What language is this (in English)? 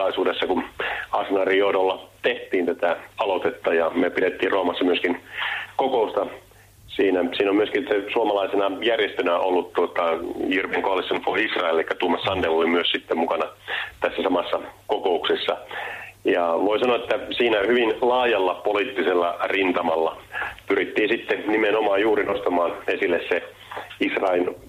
Finnish